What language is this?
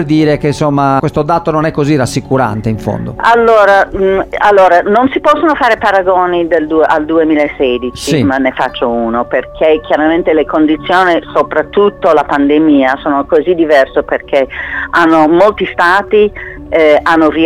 Italian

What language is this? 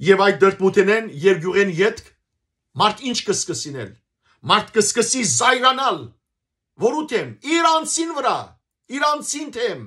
Western Armenian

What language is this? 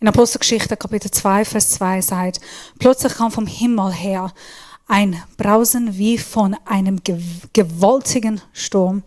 Swiss German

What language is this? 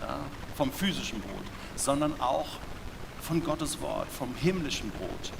Swiss German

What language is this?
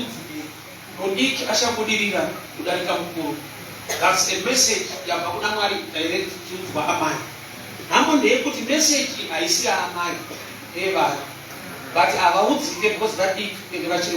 Shona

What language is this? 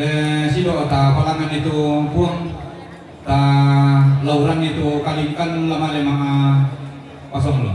Toraja-Sa'dan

